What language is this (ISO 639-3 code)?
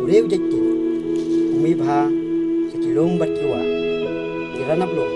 kha